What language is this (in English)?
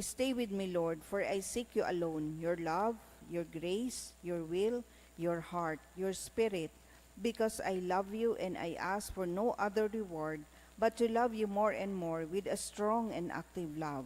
Bikol